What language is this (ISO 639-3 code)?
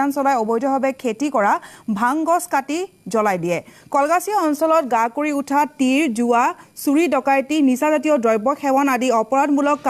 asm